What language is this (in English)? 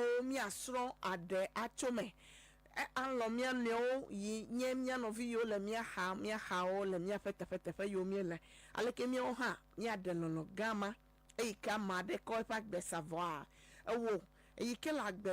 Ewe